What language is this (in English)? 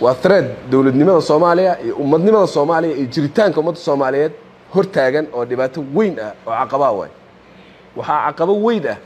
Somali